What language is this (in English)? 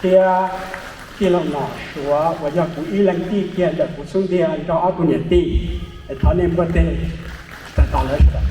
Hmong